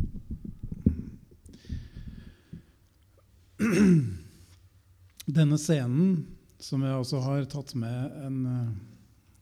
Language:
Norwegian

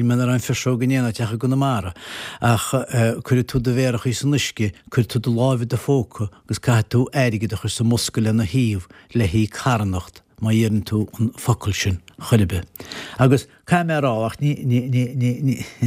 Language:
Irish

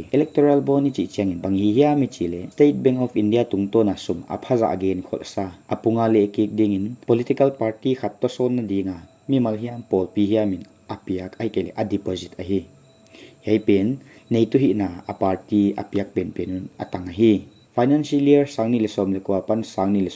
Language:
Paite Chin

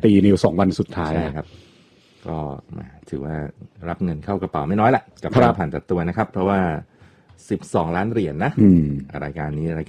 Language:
Thai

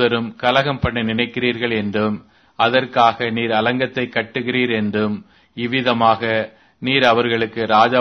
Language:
Tamil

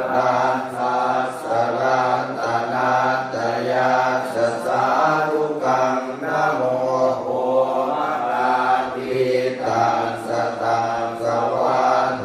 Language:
Pali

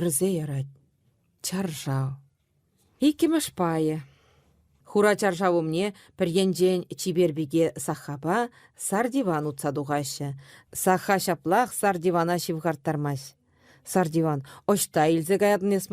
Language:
Chuvash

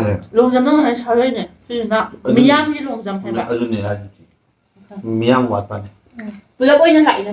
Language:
Manipuri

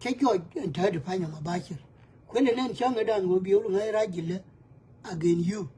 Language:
Nuer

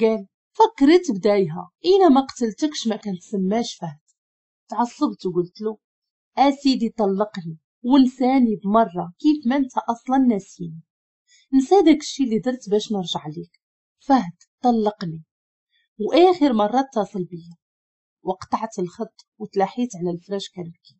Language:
Moroccan Arabic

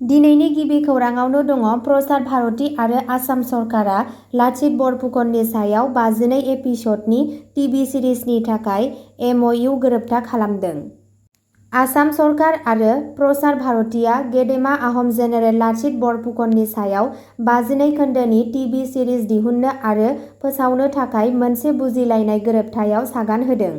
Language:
Bodo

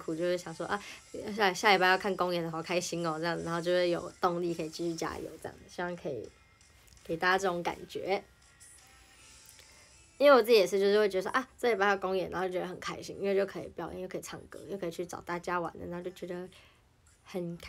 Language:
Chinese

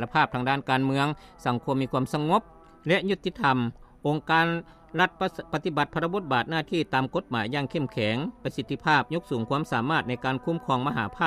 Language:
Lao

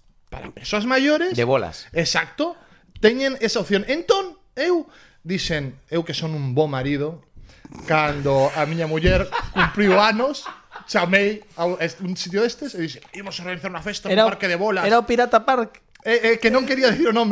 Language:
Galician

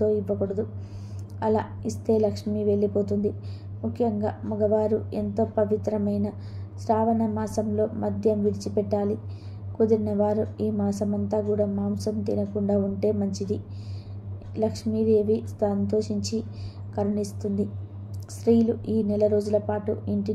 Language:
Telugu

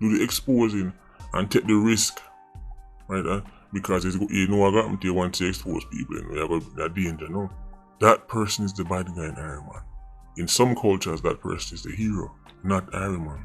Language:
Jamaican Creole English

